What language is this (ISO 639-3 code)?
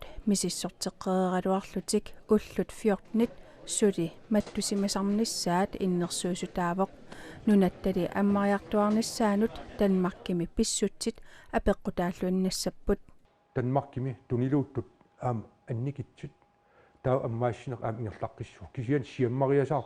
kal